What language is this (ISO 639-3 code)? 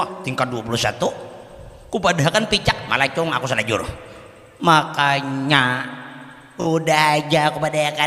bjn